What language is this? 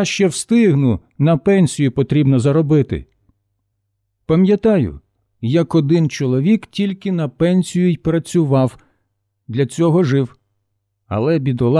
Ukrainian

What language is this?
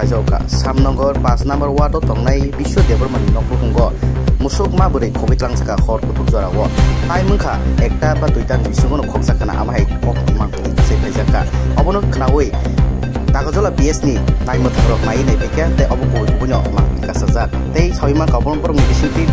Kok Borok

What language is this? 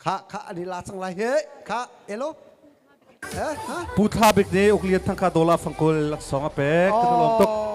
Hakha Chin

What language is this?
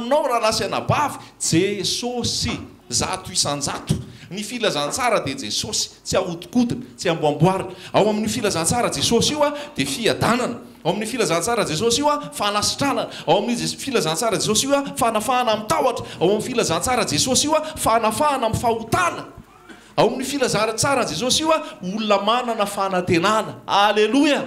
Malagasy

